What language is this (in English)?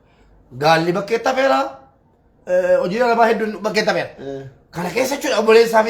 Oromo